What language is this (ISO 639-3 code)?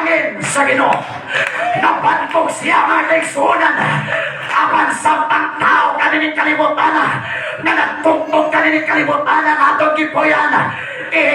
ceb